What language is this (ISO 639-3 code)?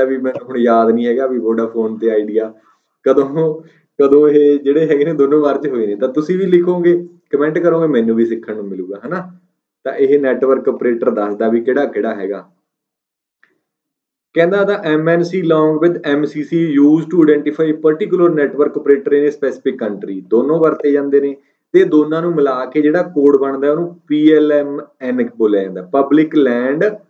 pan